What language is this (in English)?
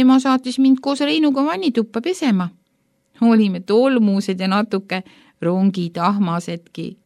Estonian